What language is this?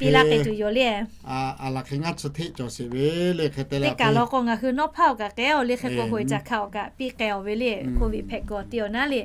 Lahu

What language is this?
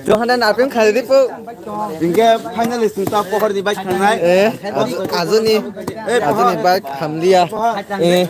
Kok Borok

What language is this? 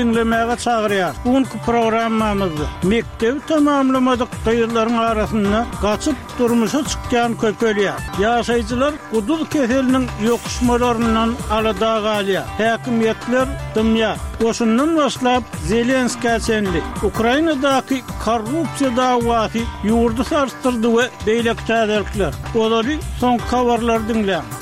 Turkmen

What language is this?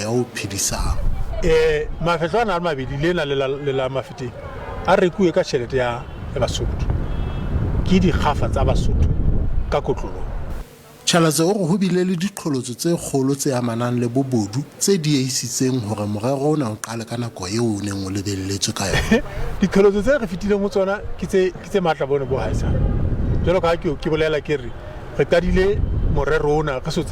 Southern Sotho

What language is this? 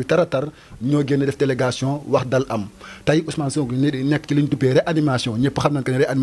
Wolof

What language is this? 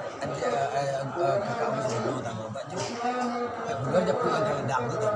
Minangkabau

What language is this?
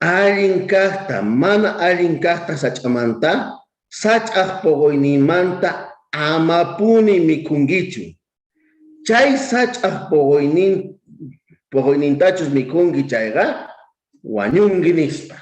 South Bolivian Quechua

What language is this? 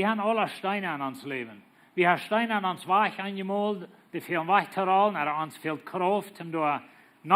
Plautdietsch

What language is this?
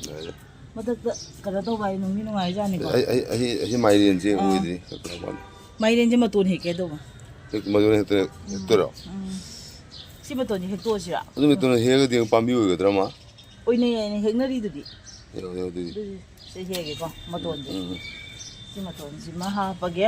Manipuri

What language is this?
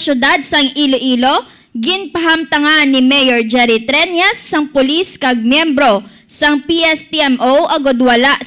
Hiligaynon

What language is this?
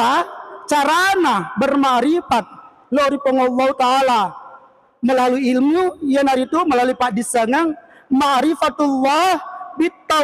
Buginese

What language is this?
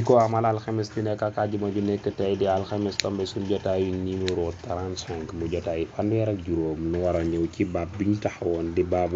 Wolof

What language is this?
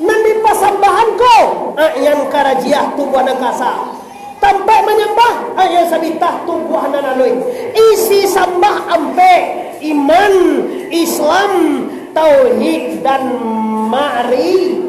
Minangkabau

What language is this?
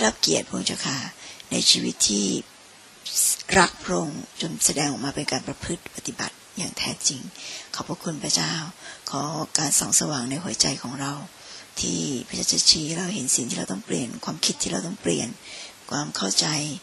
Thai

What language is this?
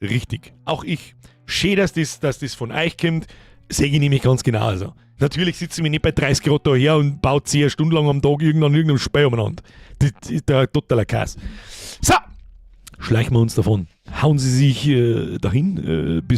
Bavarian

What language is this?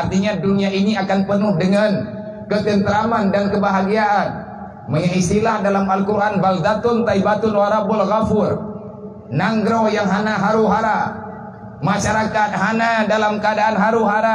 Achinese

